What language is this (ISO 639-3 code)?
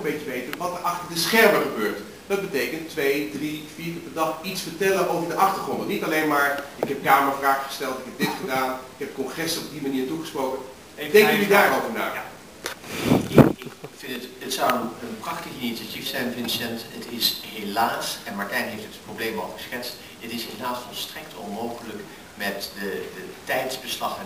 nld